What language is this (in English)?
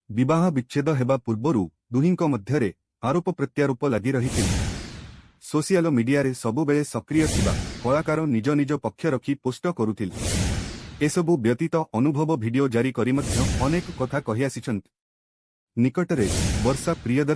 Odia